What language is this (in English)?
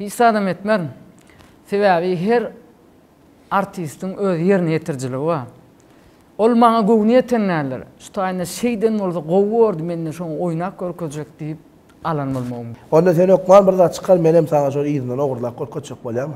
Turkmen